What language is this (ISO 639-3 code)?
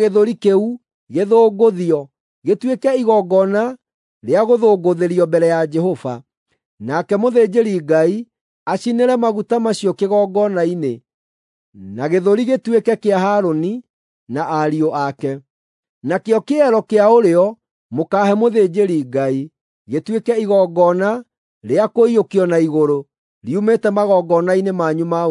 kik